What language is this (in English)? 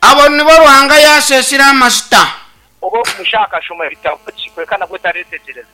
Nyankole